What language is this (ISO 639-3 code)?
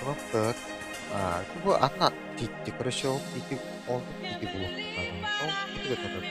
sah